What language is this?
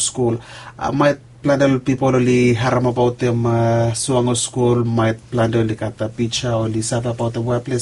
Bislama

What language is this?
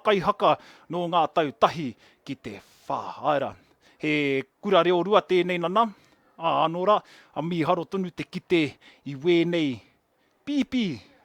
Māori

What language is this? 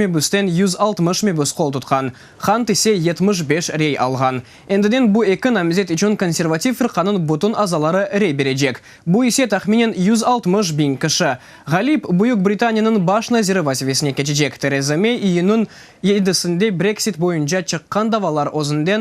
Crimean Tatar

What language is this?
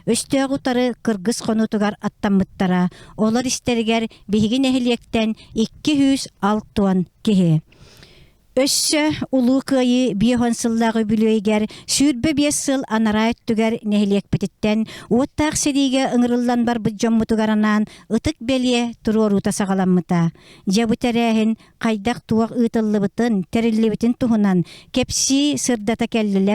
Yakut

